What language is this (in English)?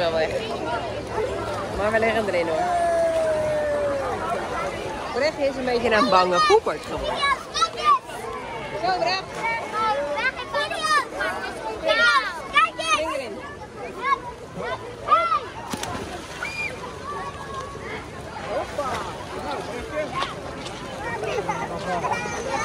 Dutch